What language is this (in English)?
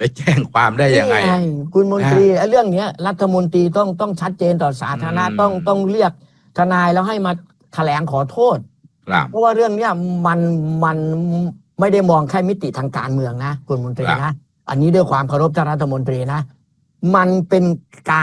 Thai